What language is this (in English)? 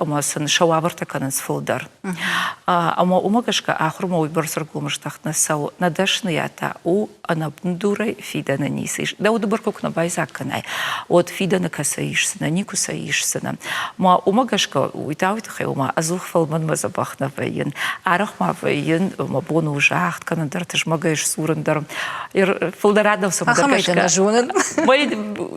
Ossetic